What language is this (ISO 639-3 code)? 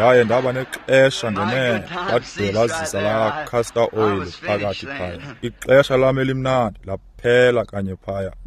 xho